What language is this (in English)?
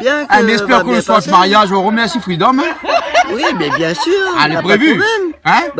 Réunion Creole French